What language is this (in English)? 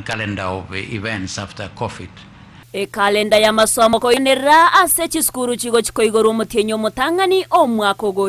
Gusii